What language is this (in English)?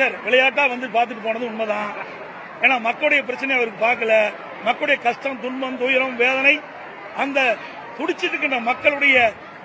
Tamil